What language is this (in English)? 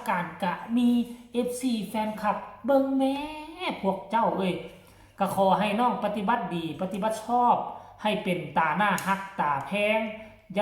Northeastern Thai